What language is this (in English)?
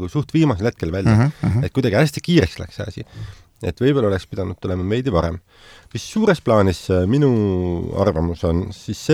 Estonian